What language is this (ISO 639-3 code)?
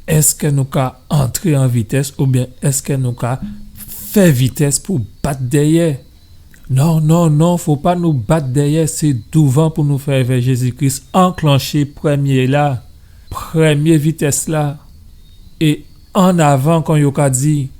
gcf